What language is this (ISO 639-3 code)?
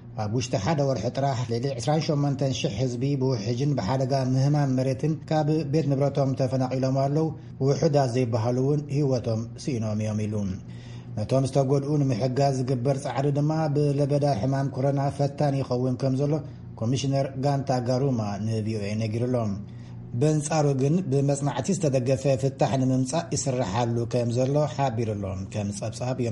tir